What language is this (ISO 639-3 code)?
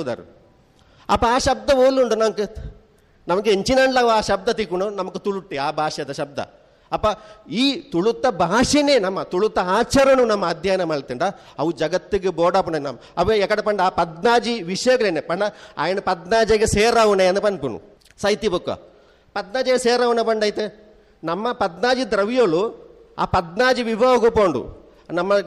tcy